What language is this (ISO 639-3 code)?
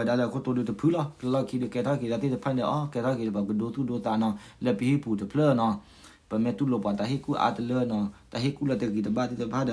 ksw